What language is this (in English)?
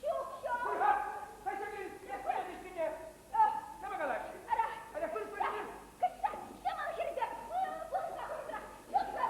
Chuvash